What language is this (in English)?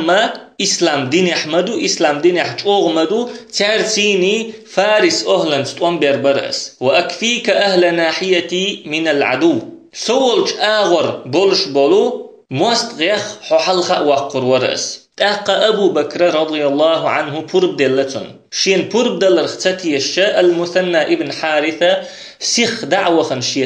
Chechen